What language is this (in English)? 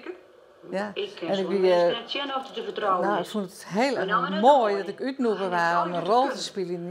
Western Frisian